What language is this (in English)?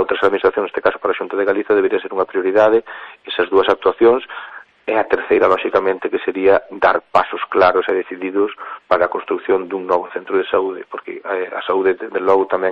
Galician